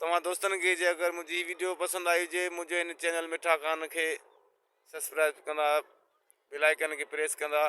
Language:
Sindhi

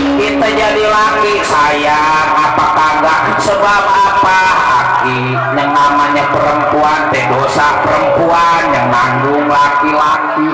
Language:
Betawi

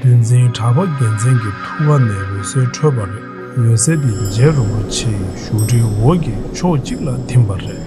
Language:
Tibetan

